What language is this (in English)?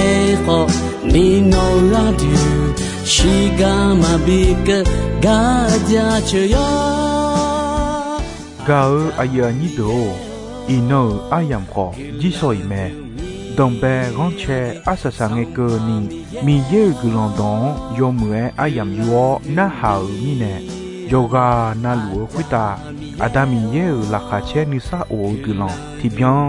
Akha